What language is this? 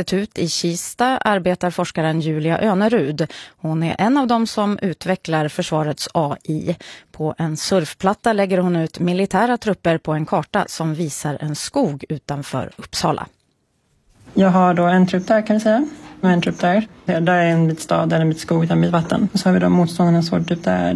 Swedish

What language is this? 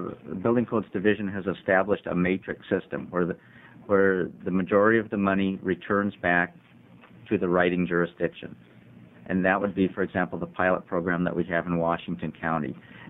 English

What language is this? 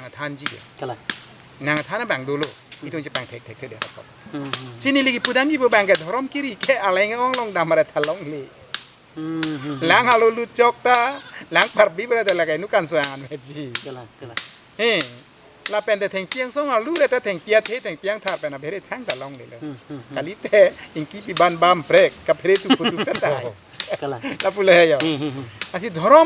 Karbi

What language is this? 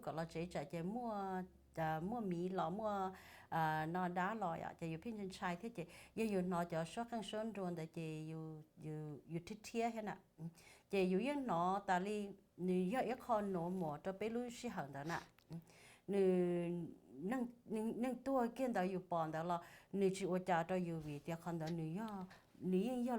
Hmong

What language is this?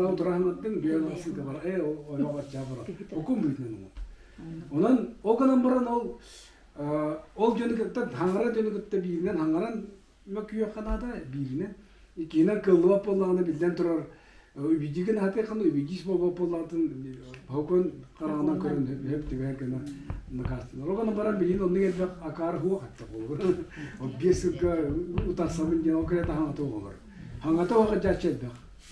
Yakut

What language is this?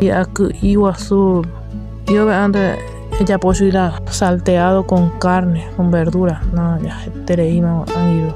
Guarani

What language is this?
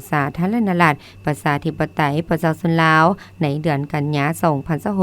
Lao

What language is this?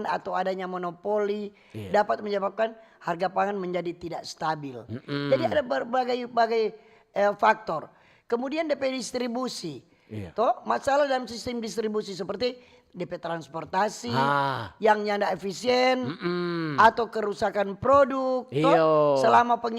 Manado Malay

